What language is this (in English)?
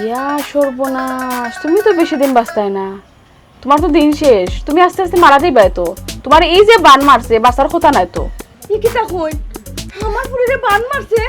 Sylheti